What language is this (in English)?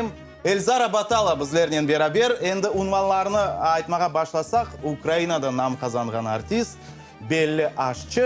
Crimean Tatar